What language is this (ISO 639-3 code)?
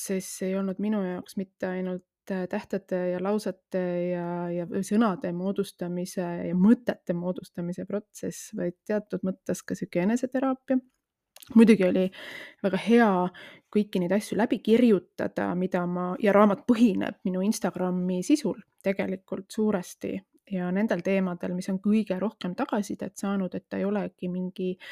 est